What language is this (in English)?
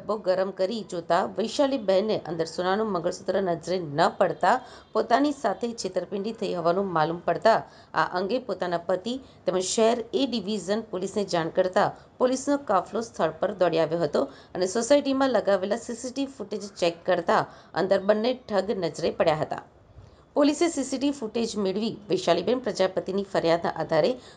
Gujarati